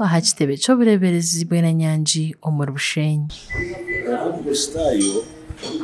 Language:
Nyankole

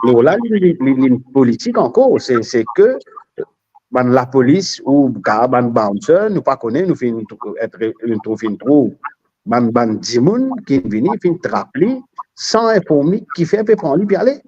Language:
Morisyen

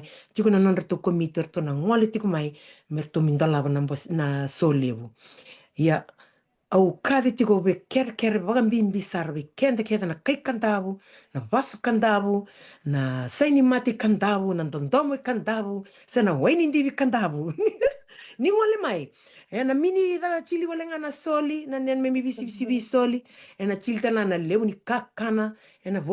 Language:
Fijian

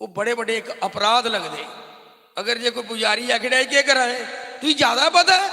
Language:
Dogri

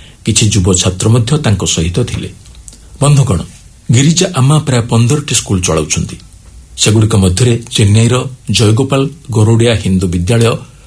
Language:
Odia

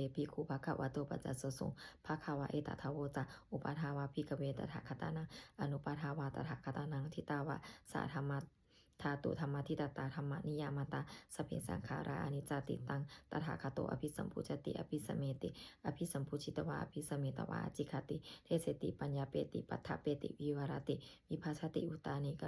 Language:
Pali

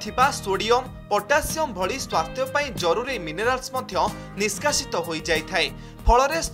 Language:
Odia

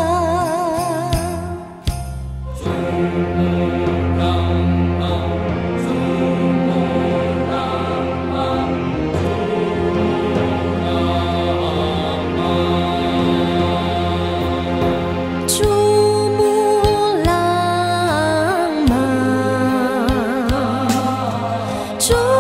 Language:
Chinese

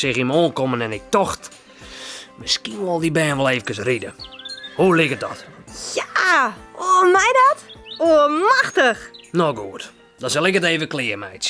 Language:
Western Frisian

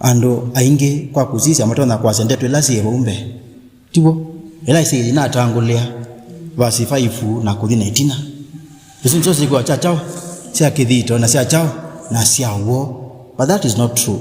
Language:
Kamba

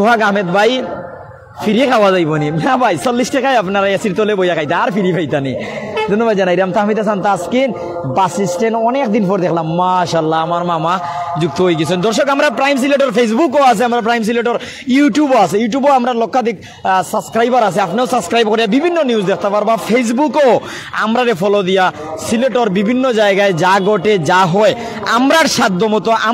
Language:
Sylheti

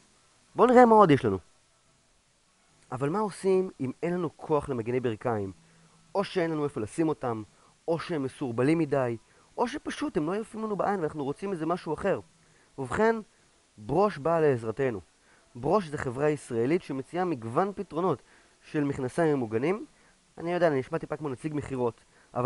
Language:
Hebrew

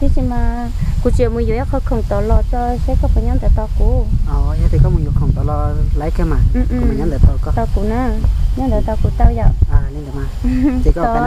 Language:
Hmong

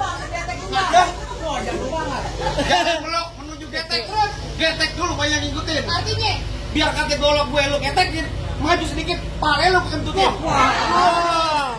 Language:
Betawi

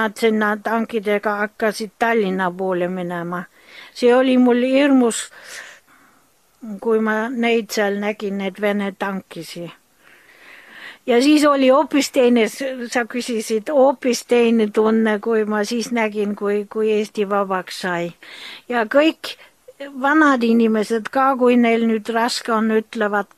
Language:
Estonian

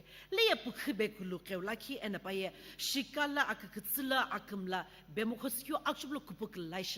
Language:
Sumi Naga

